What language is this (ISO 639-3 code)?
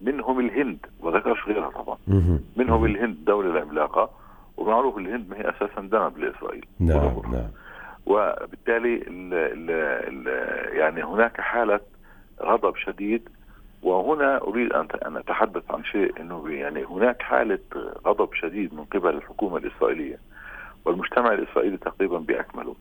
apc